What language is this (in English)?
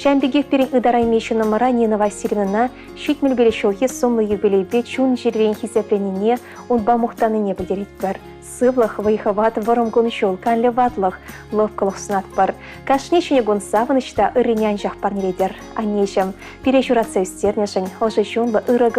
Chuvash